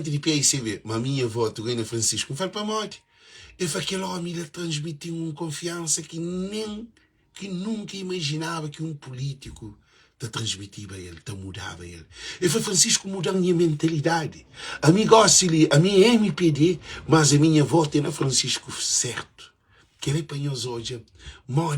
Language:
Kabuverdianu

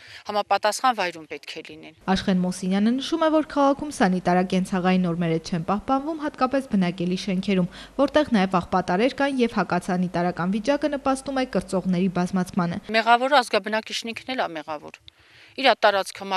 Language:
Armenian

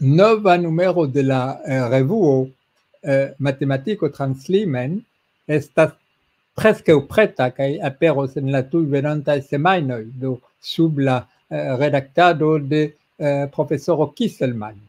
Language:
Esperanto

